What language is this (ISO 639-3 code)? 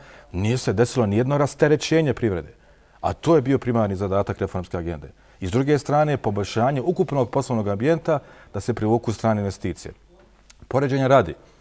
bos